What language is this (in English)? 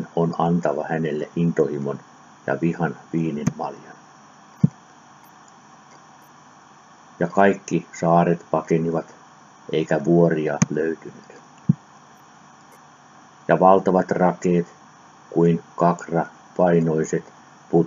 Finnish